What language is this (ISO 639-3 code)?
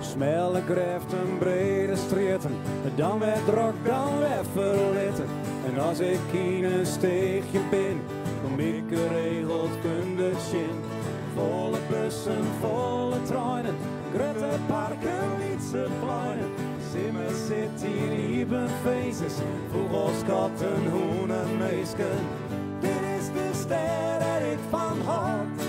fry